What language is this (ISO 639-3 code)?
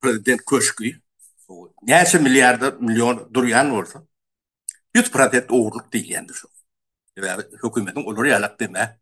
tuk